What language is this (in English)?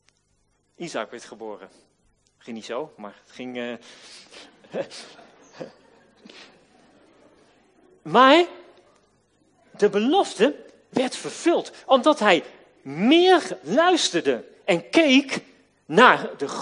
Dutch